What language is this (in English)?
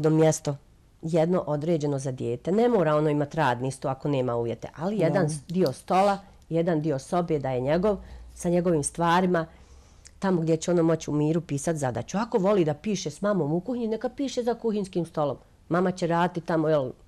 Croatian